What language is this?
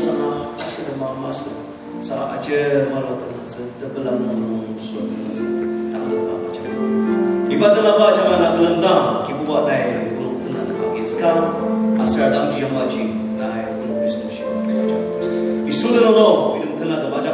Ao Naga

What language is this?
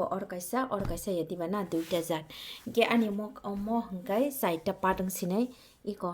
Kok Borok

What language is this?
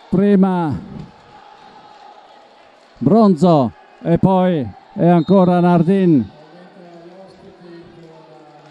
Italian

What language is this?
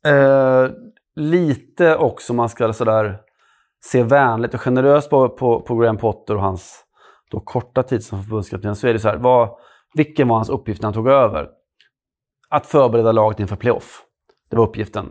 Swedish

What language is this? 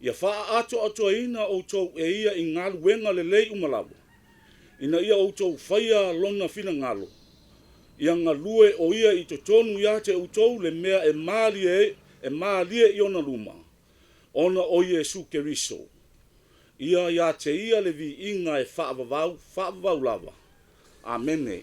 Samoan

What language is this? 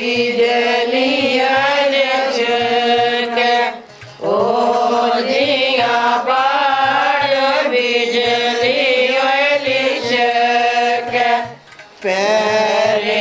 Dogri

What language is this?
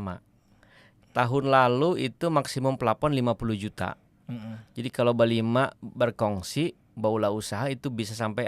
Banjar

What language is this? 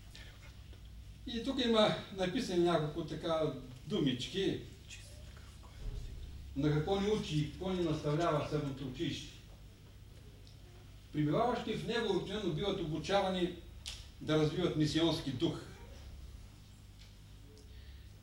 Bulgarian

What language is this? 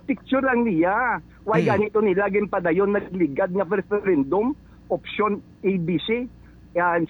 Hiligaynon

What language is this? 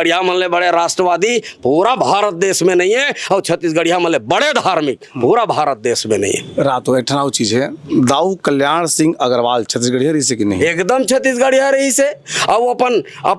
Chhattisgarhi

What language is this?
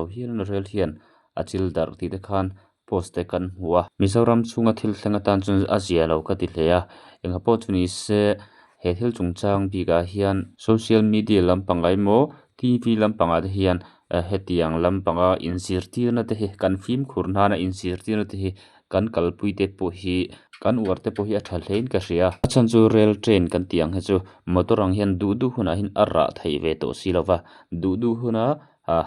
Mizo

